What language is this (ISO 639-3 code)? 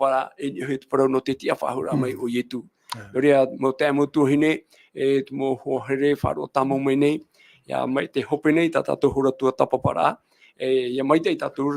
tah